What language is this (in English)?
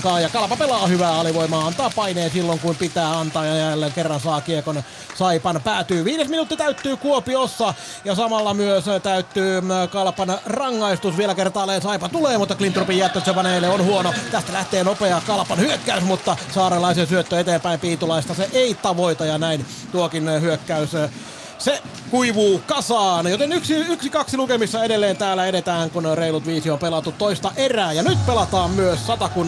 Finnish